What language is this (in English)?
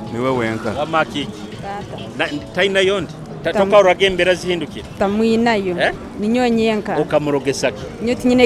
Nyoro